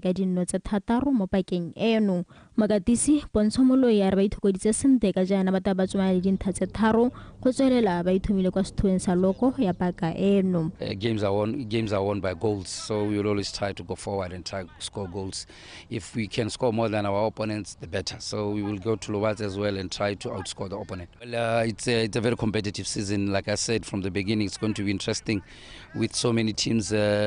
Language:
Tswana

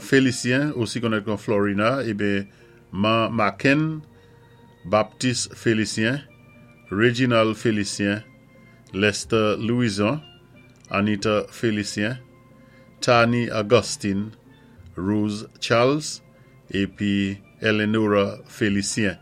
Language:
Saint Lucian Creole French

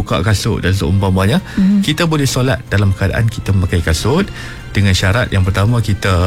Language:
Malay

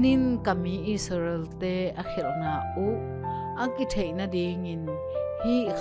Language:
Tedim Chin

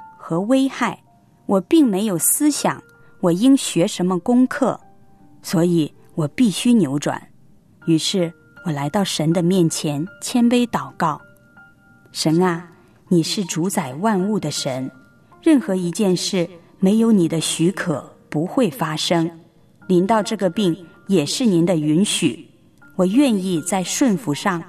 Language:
Chinese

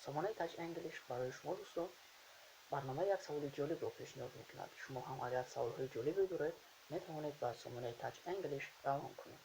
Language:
Tajik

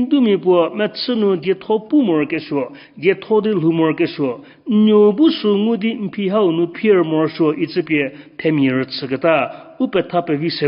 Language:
Angami Naga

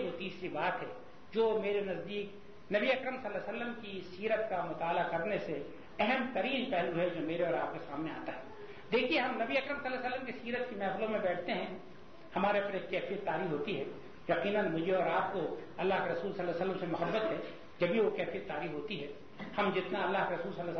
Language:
Urdu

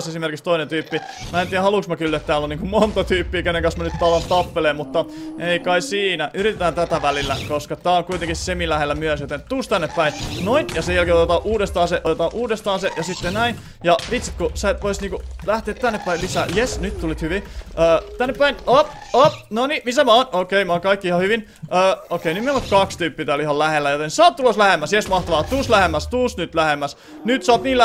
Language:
Finnish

